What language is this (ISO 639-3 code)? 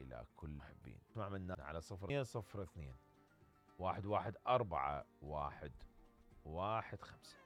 acm